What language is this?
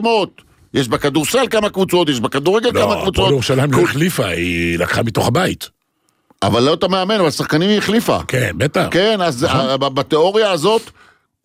Hebrew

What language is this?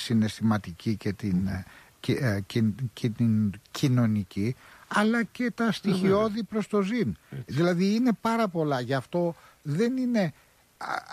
Greek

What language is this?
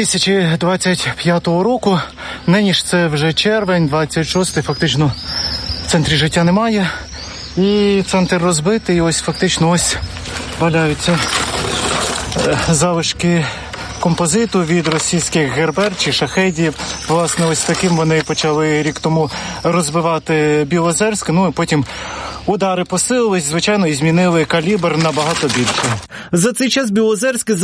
Ukrainian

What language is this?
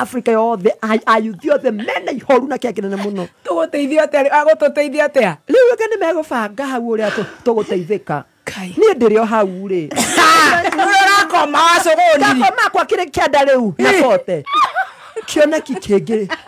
Kikuyu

